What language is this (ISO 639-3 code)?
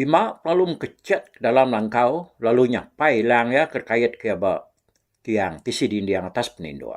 iba